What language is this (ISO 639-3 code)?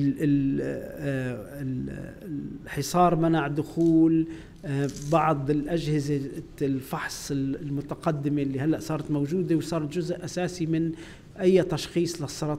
apc